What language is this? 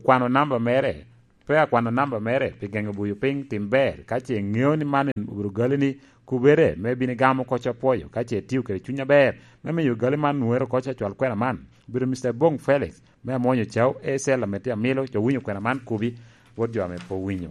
Lango (Uganda)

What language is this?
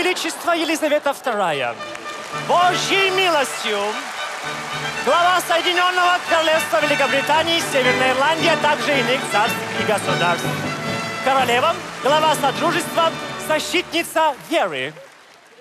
Russian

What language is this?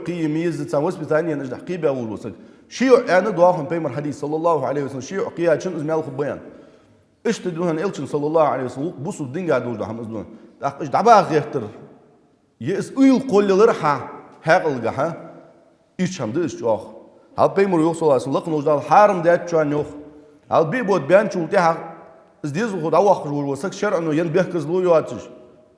Ingush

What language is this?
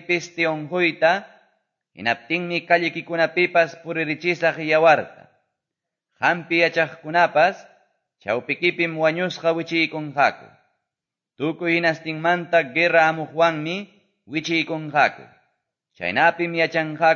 Quechua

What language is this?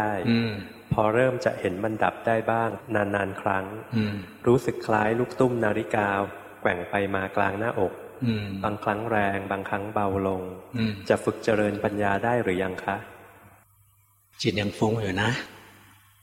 Thai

